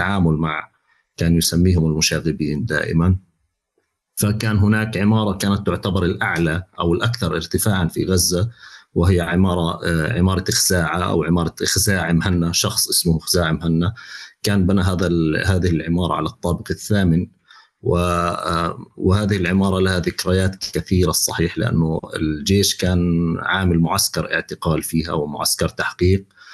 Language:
North Levantine Arabic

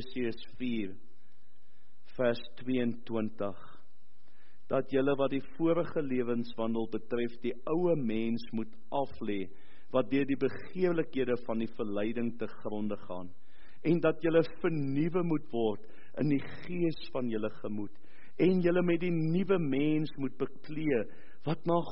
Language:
Afrikaans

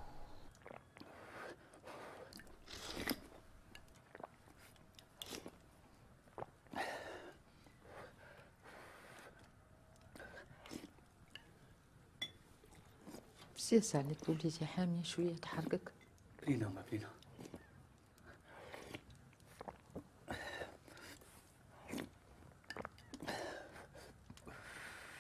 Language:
Algerian Arabic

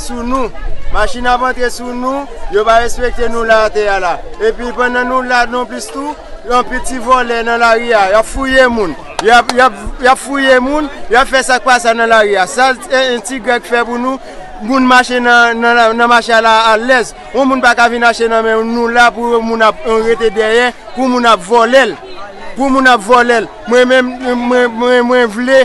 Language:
Haitian Creole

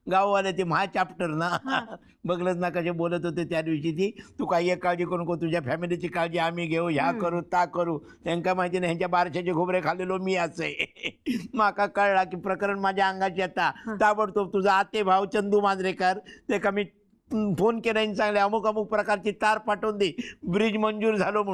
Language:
Marathi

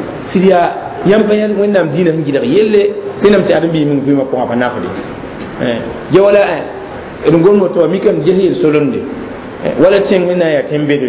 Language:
Mossi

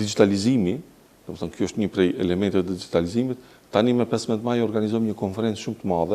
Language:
Albanian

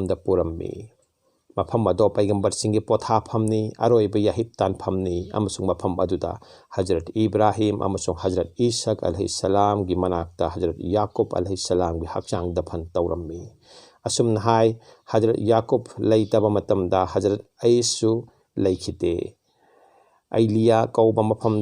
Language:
Manipuri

